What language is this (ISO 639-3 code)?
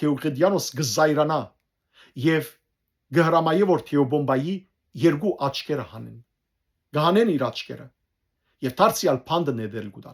hyw